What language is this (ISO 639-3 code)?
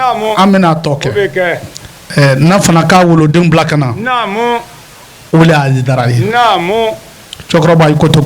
bam